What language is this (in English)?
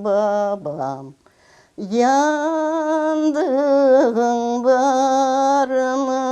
Crimean Tatar